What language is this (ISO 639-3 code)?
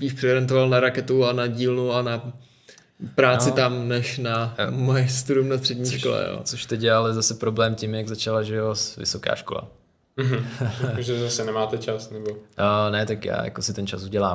ces